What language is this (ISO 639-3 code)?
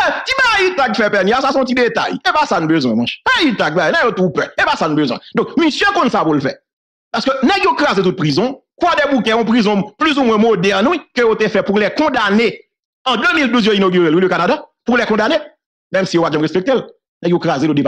hat